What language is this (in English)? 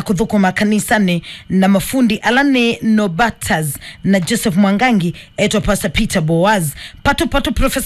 Kamba